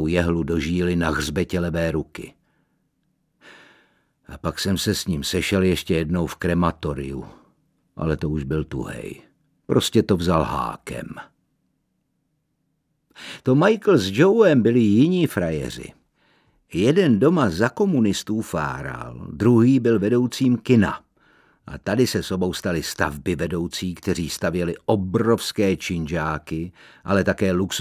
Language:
Czech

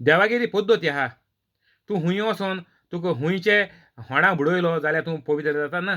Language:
Konkani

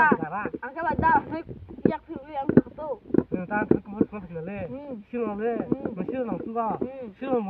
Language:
Kok Borok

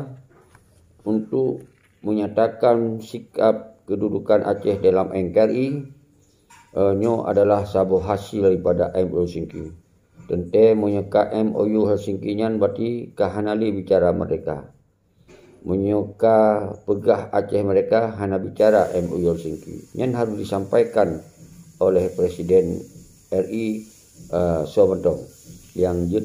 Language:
Achinese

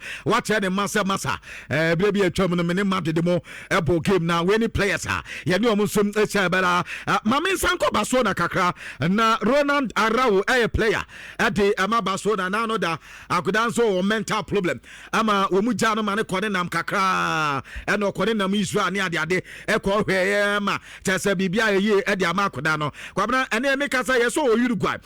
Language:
Akan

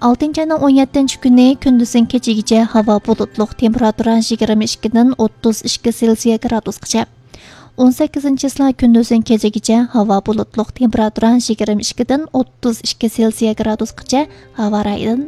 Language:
Uyghur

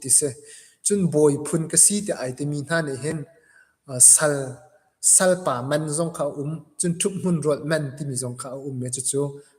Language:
Hakha Chin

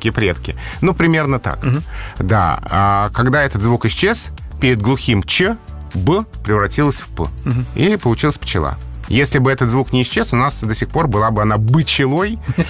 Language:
Russian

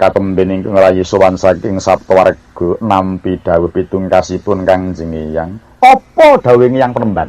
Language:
Javanese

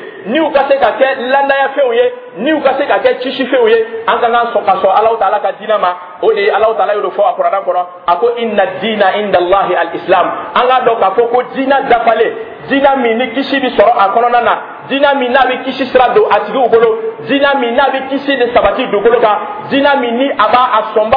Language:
Dyula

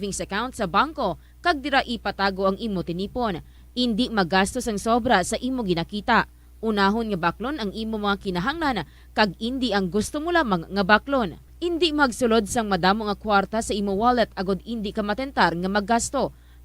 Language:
Hiligaynon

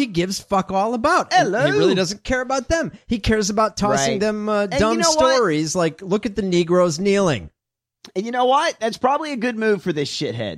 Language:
English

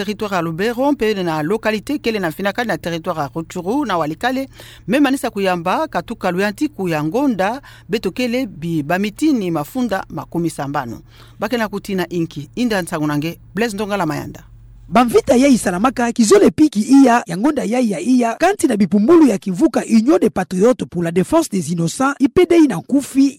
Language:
Kituba (Democratic Republic of Congo)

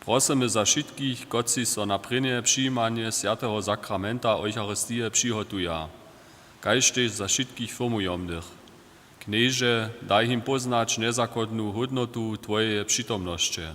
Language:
Upper Sorbian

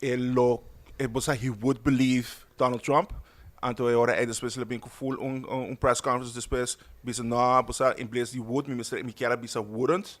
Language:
Papiamento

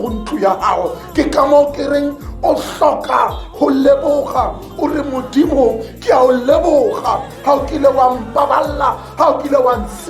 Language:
Tswana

